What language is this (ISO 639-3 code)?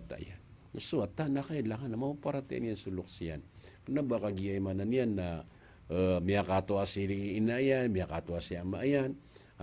mrw